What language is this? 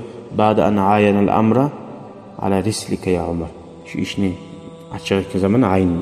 Kumyk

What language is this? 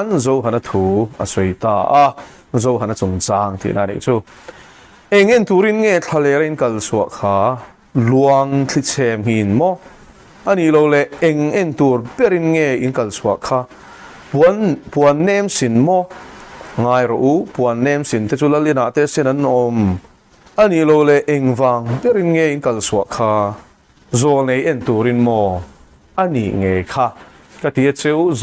Mizo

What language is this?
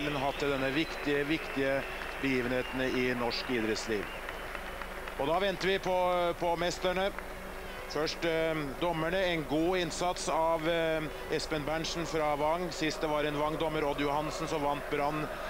Norwegian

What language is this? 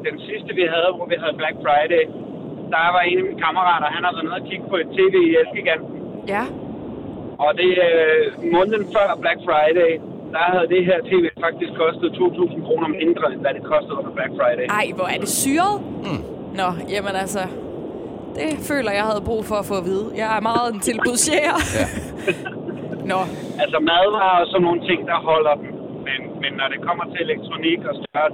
Danish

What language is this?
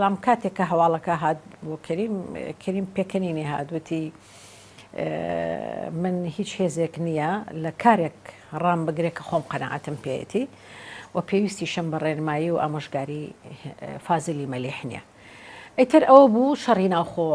Central Kurdish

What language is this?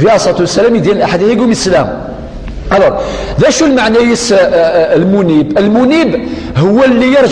Kabyle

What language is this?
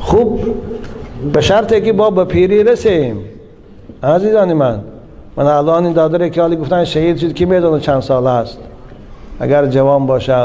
Tajik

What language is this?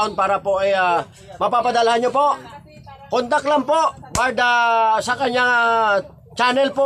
Filipino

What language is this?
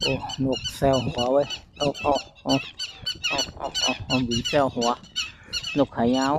Lao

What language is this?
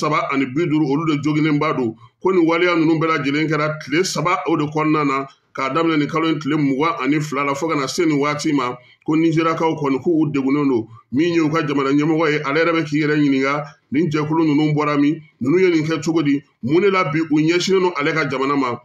Bambara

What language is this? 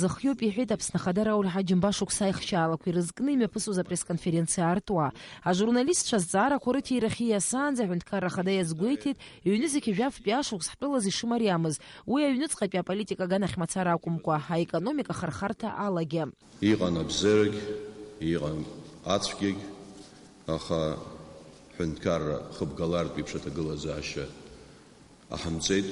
Abkhazian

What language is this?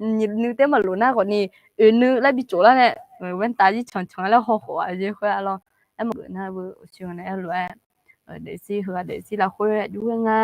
Akha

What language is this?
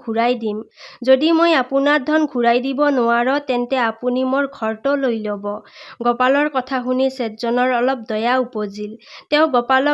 Assamese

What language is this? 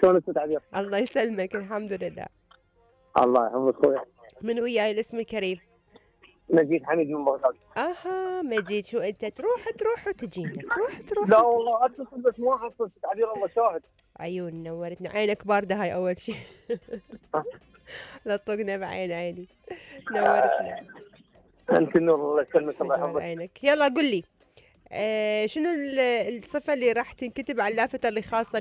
Mesopotamian Arabic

